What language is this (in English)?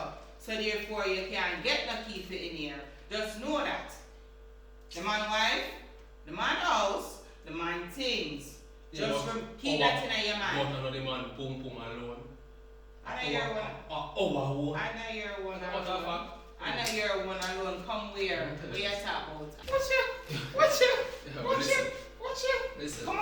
Jamaican Creole English